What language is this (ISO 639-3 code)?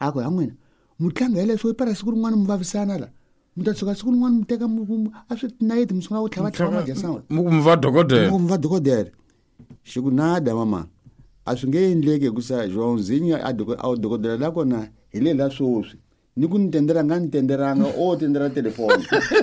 tso